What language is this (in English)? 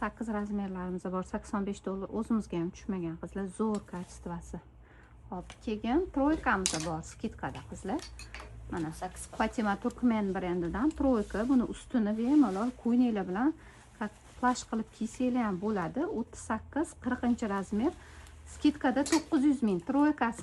Uzbek